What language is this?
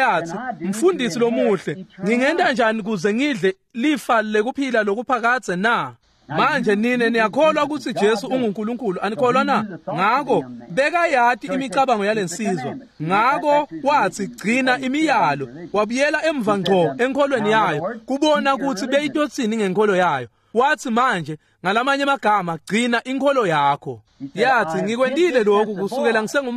Swati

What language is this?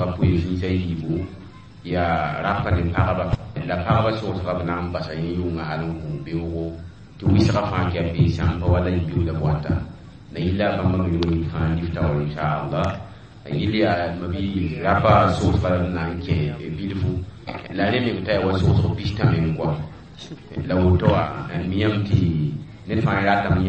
Mossi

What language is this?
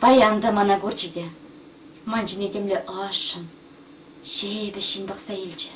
Chuvash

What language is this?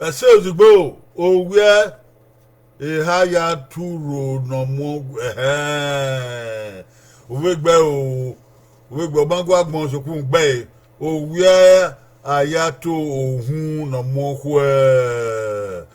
Bini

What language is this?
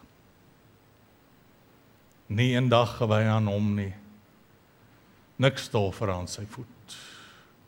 Afrikaans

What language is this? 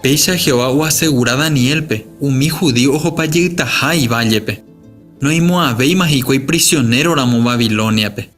Guarani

